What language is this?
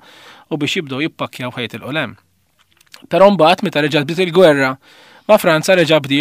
Maltese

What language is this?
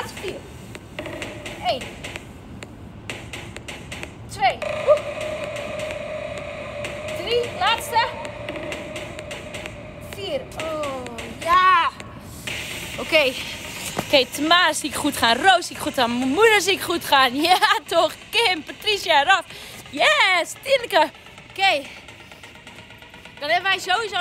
Dutch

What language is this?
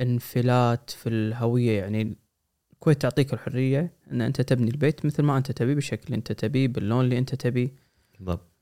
Gulf Arabic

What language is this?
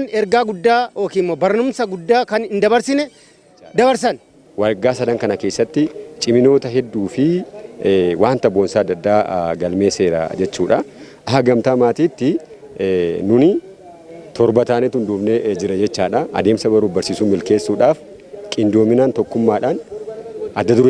Oromo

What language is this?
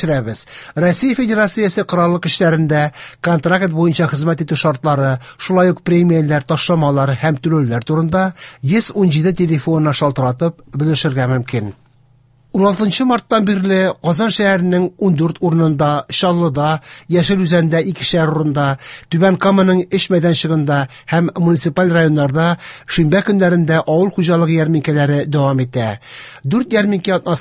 Tatar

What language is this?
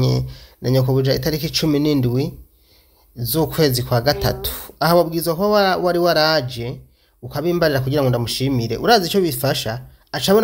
Rundi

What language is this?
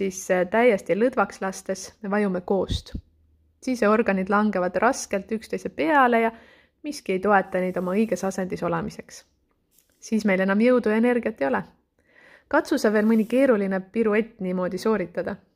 Estonian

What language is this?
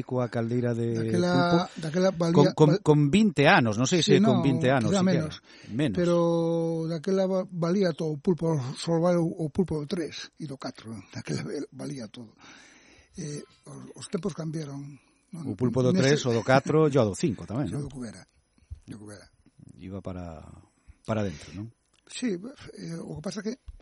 Galician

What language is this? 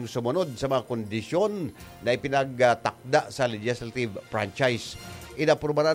Bikol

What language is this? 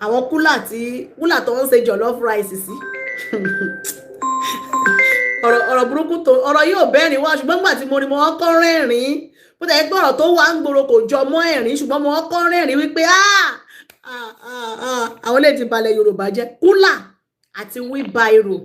Yoruba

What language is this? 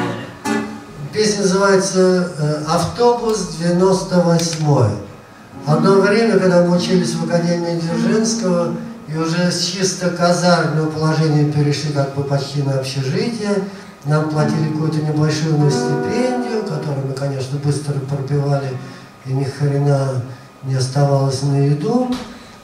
Russian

